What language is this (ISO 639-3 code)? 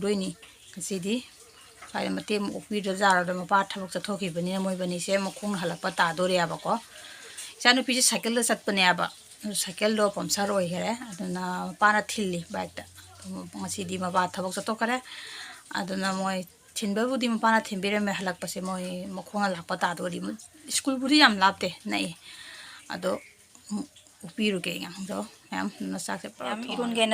mni